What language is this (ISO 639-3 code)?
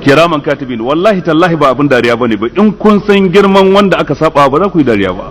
hau